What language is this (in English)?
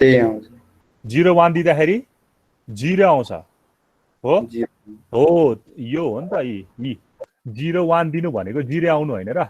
Nepali